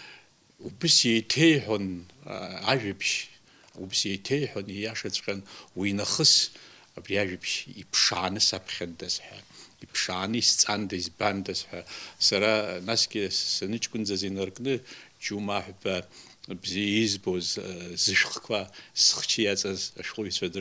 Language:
Abkhazian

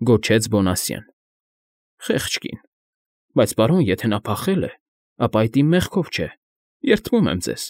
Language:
Armenian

